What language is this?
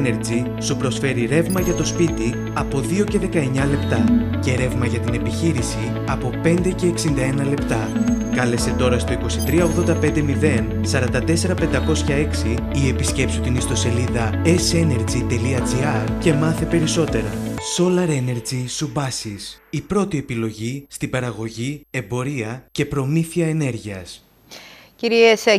Greek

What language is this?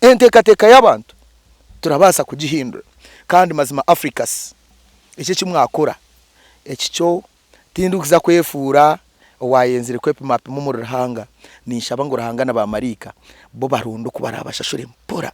Nyankole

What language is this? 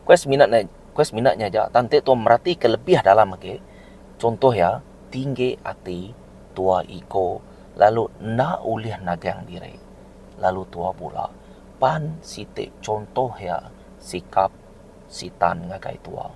Iban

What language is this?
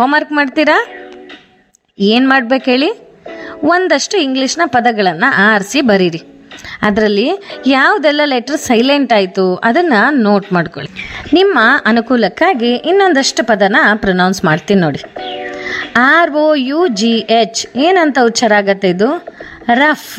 Kannada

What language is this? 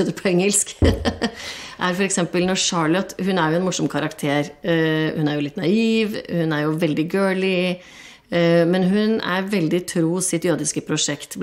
Norwegian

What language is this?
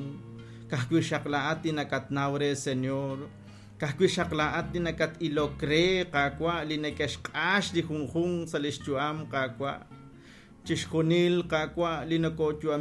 Kekchí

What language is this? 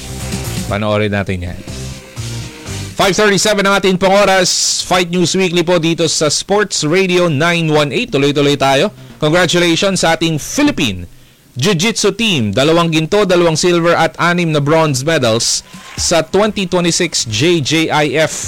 Filipino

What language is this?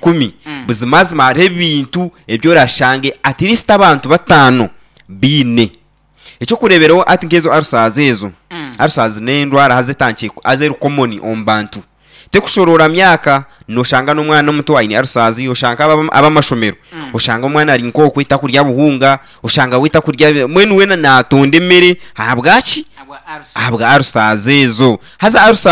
Nyankole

